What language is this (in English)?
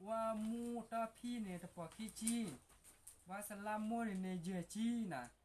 S'gaw Karen